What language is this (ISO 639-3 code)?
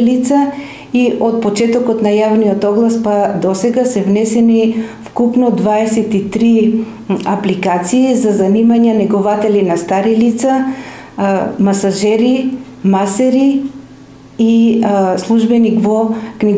mkd